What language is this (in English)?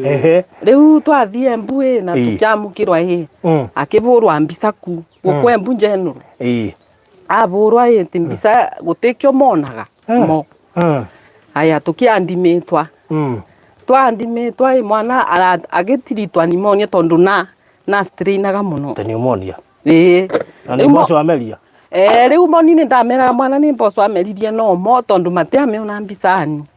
Kikuyu